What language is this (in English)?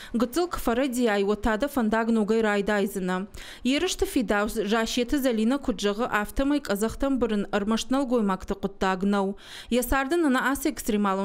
Ossetic